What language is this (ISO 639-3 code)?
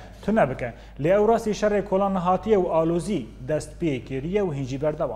kur